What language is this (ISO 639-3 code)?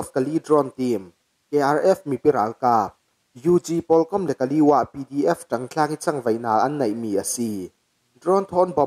cfm